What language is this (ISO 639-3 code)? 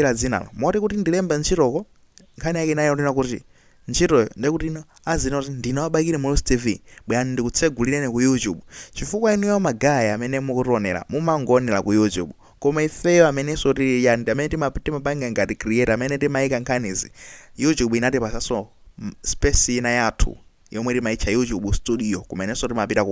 nya